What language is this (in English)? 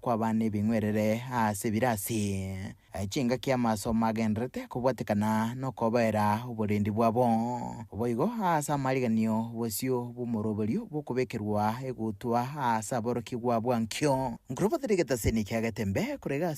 Gusii